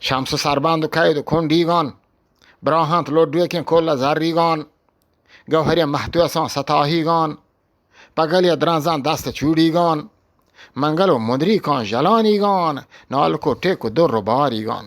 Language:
Eastern Balochi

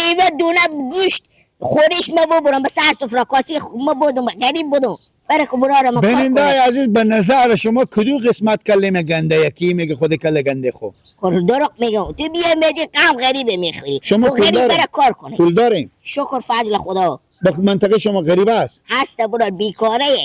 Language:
Persian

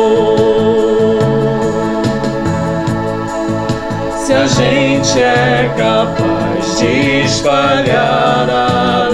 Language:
Portuguese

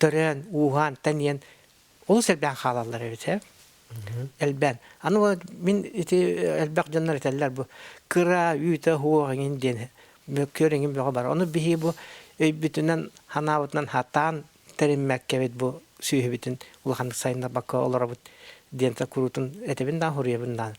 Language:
Yakut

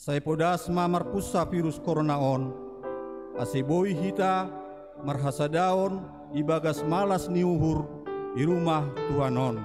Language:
Batak Simalungun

